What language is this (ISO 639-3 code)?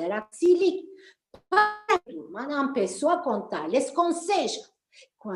lad